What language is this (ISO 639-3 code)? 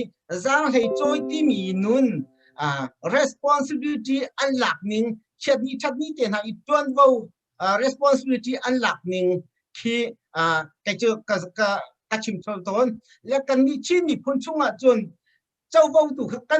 cnh